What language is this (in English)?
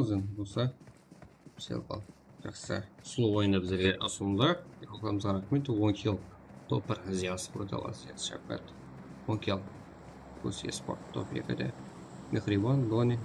Kara-Kalpak